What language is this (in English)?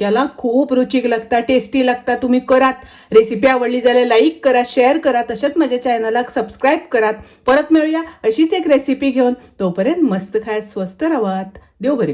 Konkani